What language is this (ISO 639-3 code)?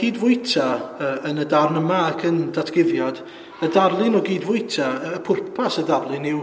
cym